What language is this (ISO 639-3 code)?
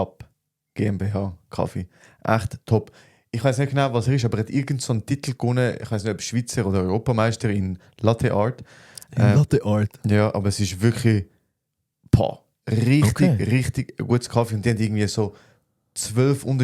gsw